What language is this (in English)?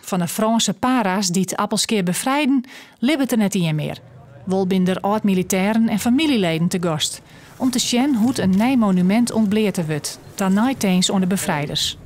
Western Frisian